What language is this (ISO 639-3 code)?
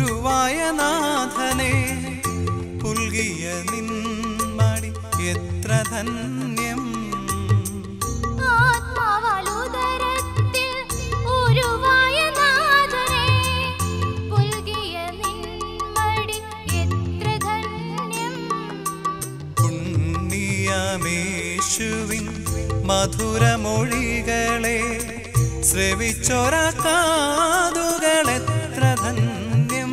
mal